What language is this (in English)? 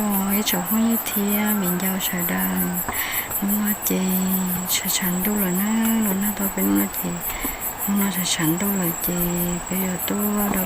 Hmong